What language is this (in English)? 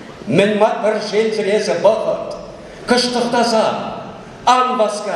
Chuvash